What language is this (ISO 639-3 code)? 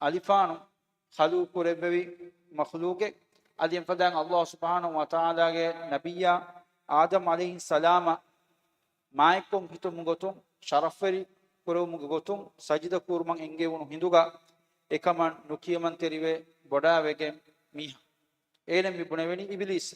div